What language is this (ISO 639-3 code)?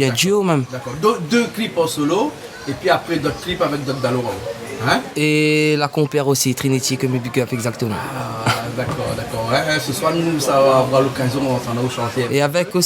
rcf